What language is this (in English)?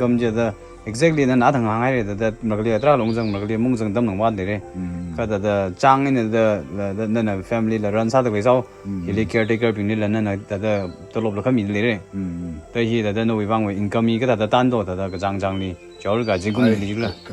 Tangkhul Naga (India)